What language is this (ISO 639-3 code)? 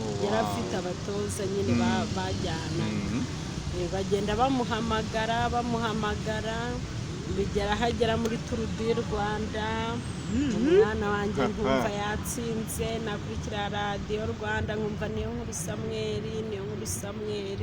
kin